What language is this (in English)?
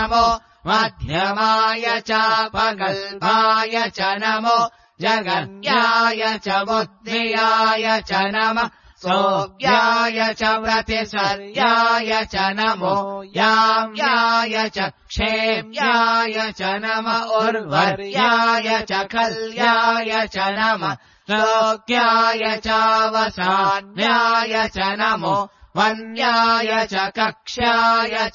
Sanskrit